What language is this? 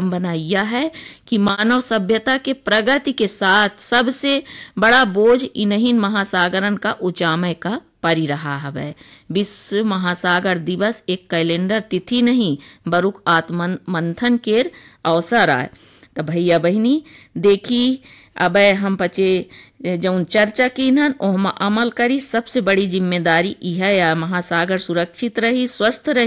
Bagheli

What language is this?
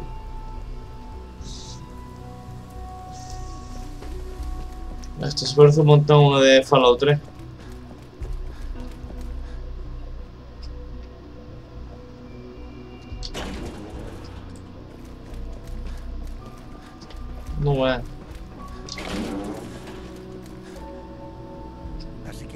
Spanish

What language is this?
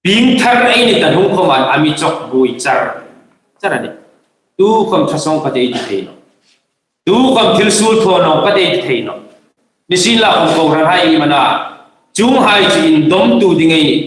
Hmar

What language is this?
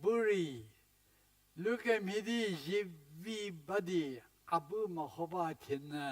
Angami Naga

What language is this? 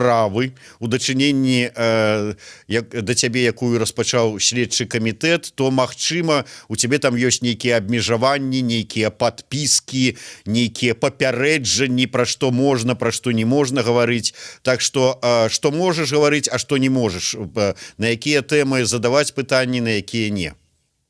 Belarusian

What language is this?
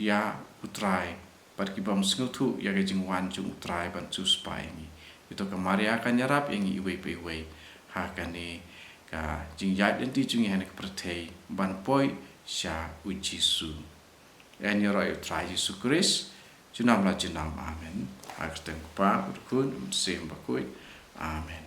Khasi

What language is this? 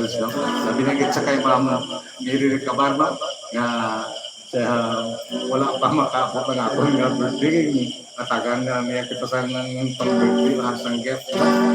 Hiligaynon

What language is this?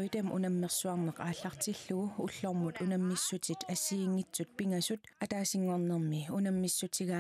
Kalaallisut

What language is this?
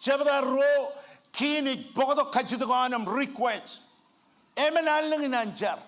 Marshallese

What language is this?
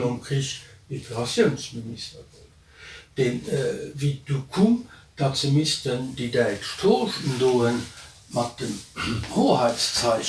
Luxembourgish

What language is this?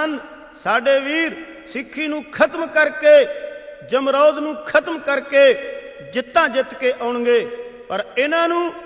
Punjabi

